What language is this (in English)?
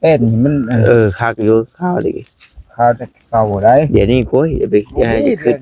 Northeastern Thai